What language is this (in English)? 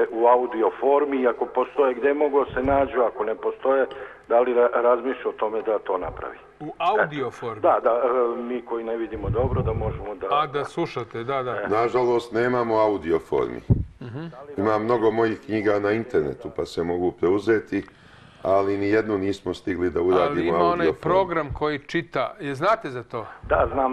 Serbian